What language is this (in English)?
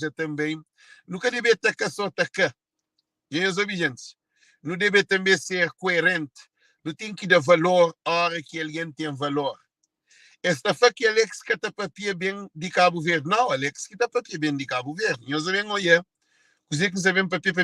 Kabuverdianu